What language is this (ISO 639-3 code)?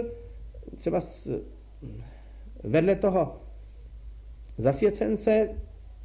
ces